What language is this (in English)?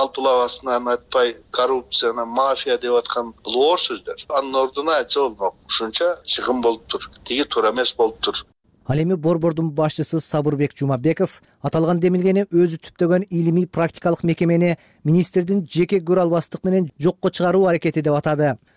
Kyrgyz